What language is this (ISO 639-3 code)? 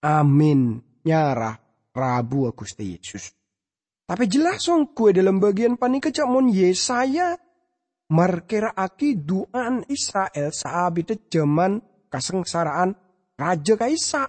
mad